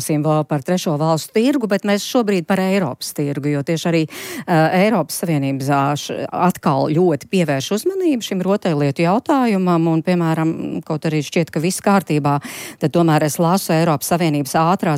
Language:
Latvian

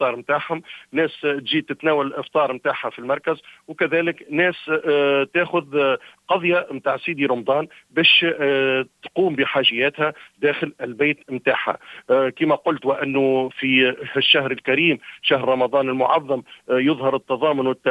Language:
Tunisian Arabic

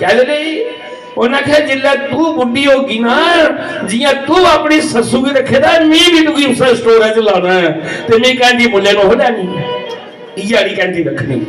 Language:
Dogri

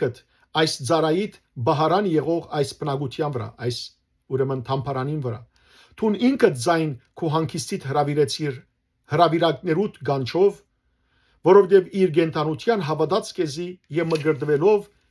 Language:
Western Armenian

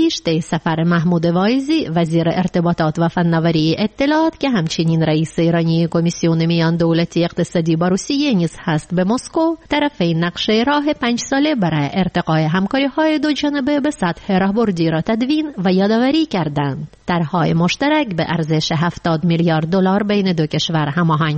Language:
Persian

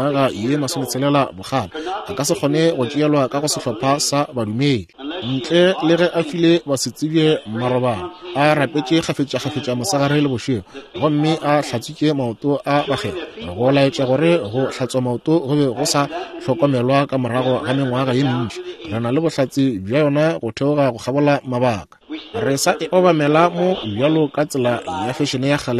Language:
Northern Sotho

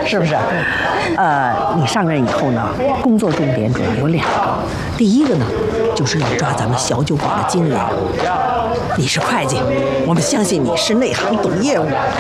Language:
Chinese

